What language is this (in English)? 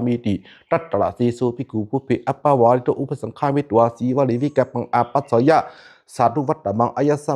Pali